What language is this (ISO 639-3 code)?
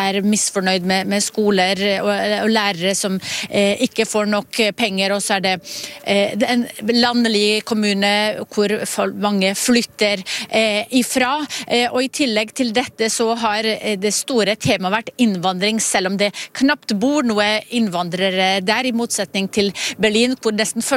nor